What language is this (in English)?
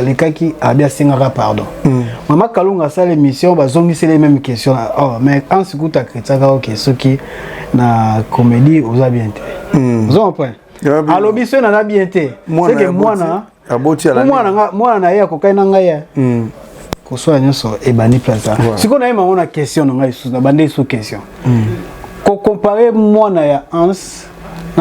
Lingala